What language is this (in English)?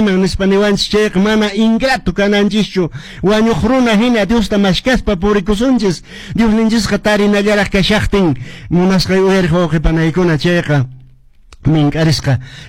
Quechua